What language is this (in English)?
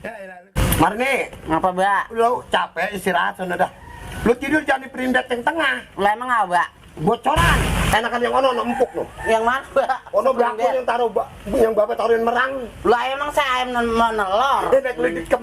Betawi